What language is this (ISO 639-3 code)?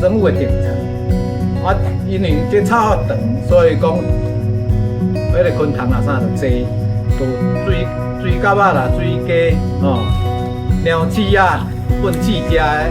nan